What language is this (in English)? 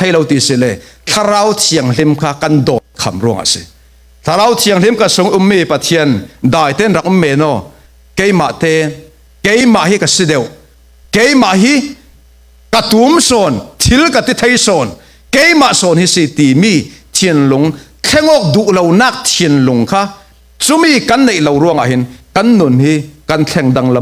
Falam Chin